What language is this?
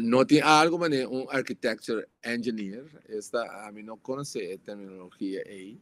Papiamento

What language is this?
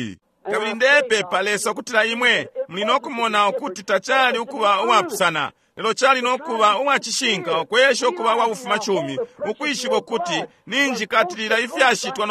Bemba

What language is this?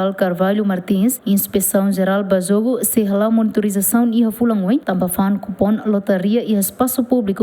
Tetum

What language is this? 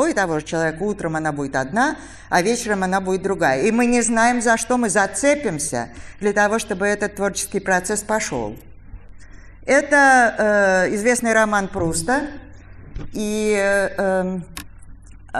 Russian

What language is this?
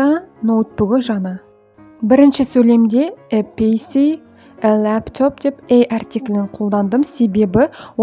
Kazakh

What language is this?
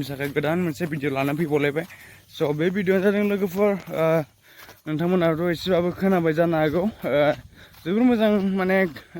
Bodo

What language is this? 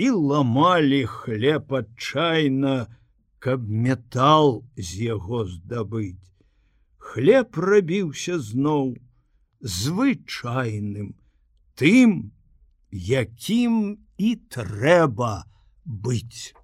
Belarusian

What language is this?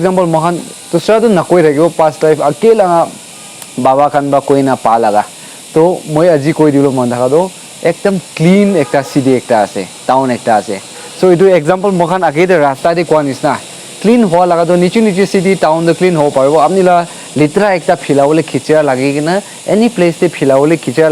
Naga Pidgin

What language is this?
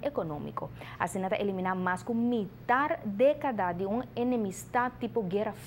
Papiamento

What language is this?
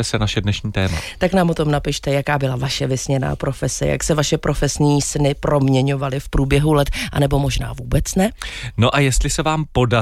Czech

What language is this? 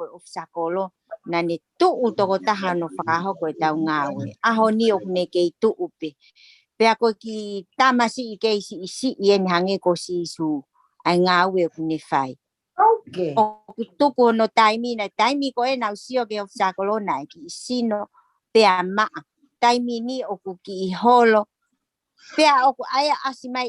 Tongan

